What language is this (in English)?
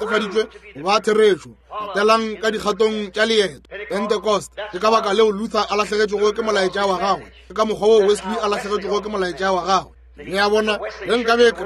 Northern Sotho